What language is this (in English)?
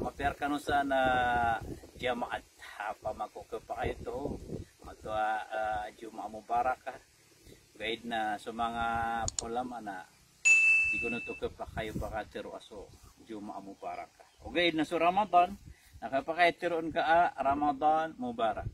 Maranao